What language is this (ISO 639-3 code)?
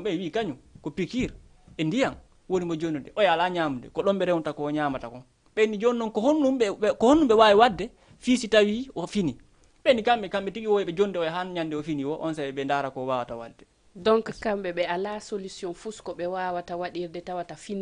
ful